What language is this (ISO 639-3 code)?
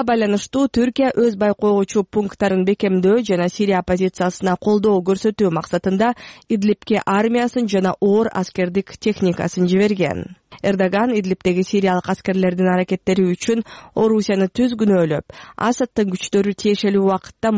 kir